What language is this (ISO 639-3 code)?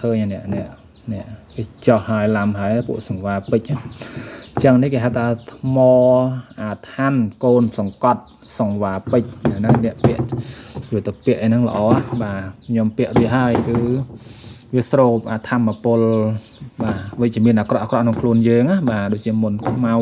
khm